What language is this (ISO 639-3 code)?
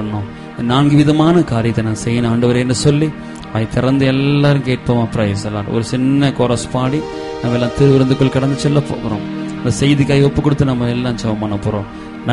tam